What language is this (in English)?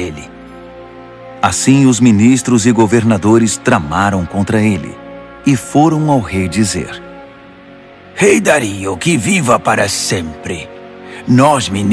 Portuguese